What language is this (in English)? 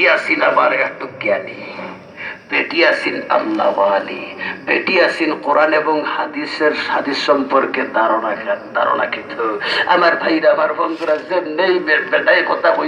Sylheti